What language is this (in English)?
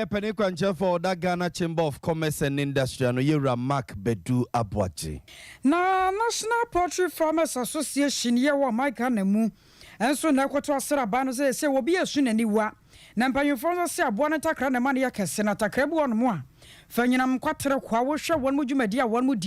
Akan